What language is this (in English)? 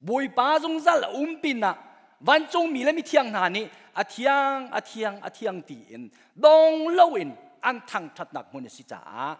Hakha Chin